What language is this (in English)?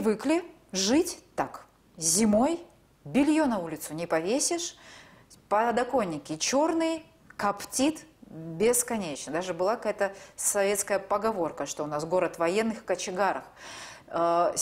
Russian